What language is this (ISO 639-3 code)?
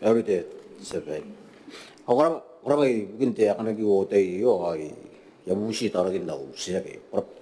gil